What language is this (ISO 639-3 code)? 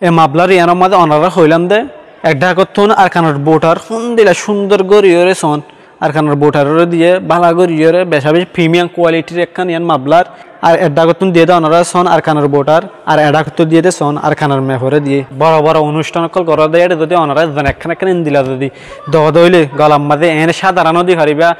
rhg